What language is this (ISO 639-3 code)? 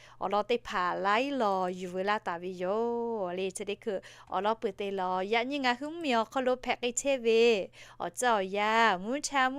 lhu